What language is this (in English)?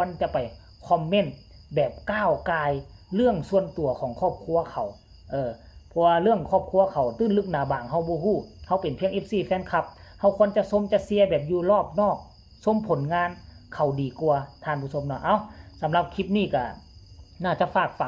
Northeastern Thai